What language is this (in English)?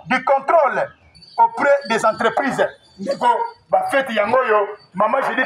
Lingala